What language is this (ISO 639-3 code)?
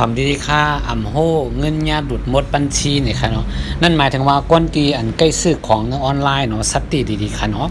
shn